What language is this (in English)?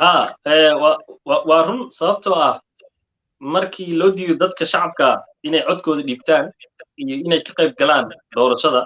Somali